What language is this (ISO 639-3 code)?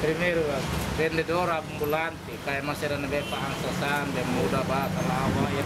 tet